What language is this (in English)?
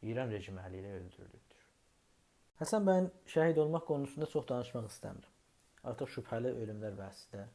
South Azerbaijani